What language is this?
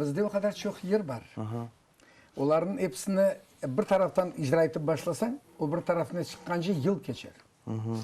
Crimean Tatar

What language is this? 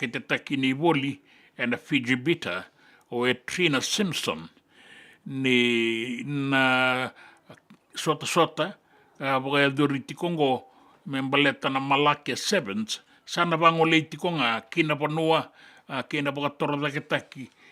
Fijian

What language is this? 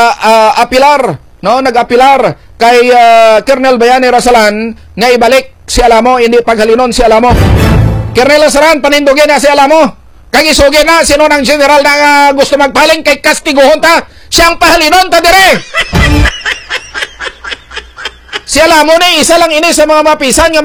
Hiligaynon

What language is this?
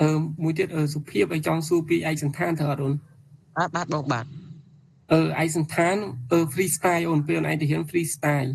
Khmer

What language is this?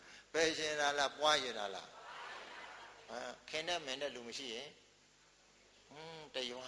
Burmese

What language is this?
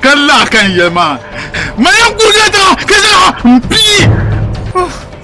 Dagbani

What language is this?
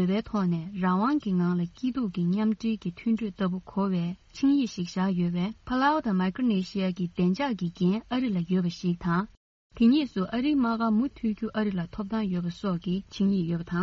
Tibetan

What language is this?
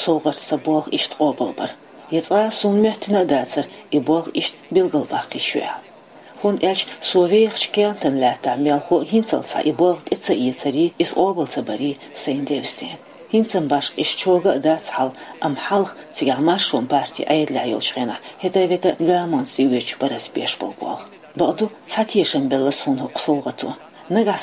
Chechen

